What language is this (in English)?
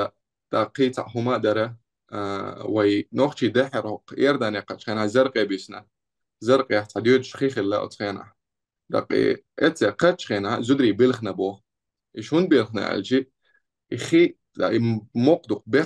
Chechen